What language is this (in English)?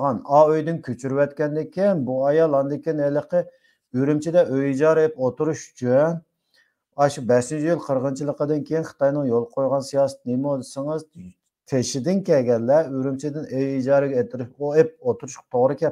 Uyghur